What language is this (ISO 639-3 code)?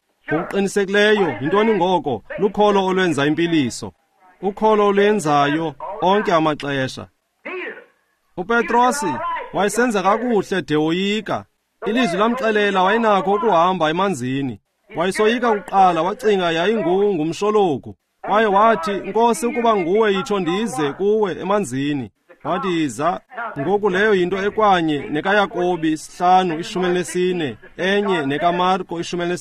xho